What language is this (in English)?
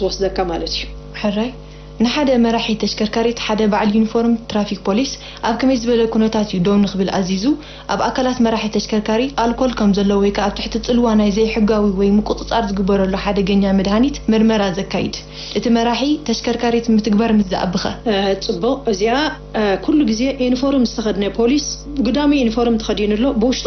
Tigrinya